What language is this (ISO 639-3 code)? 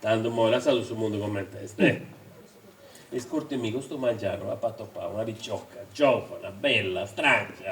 srd